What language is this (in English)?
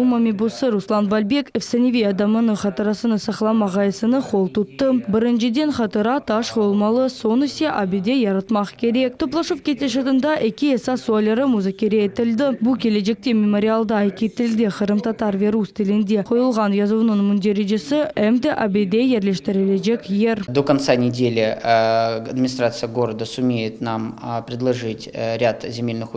Crimean Tatar